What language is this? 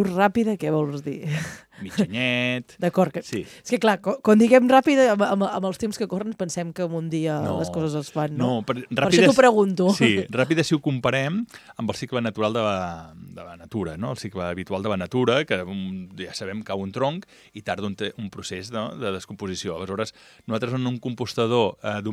Catalan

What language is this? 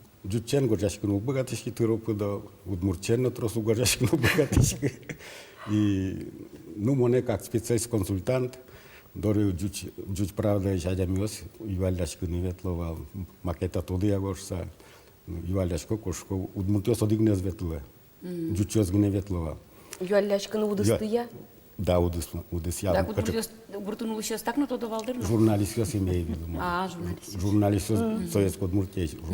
Udmurt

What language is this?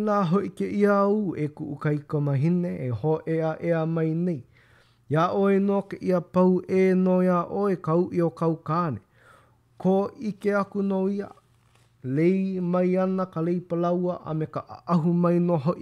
Hawaiian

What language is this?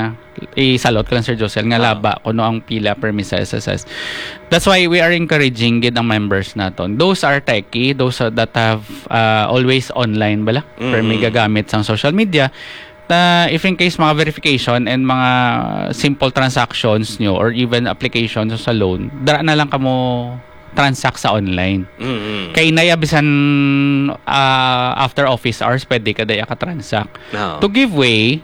Hiligaynon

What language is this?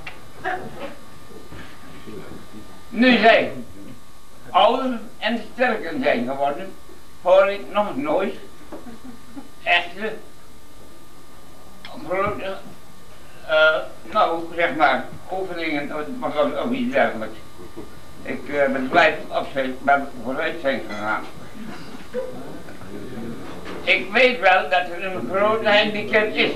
Dutch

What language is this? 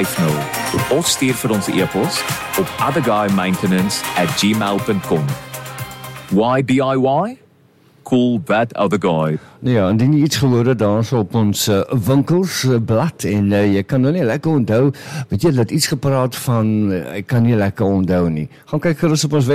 Afrikaans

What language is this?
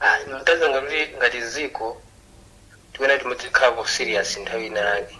Nyanja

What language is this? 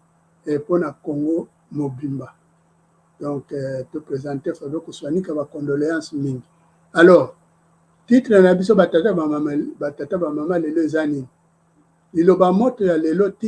Lingala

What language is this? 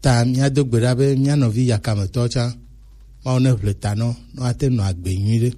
Gen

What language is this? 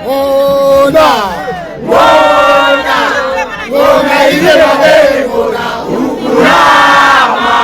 Nyanja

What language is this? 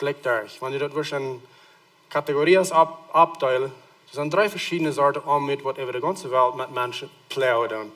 Plautdietsch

